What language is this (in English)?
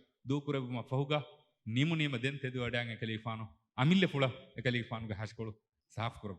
Divehi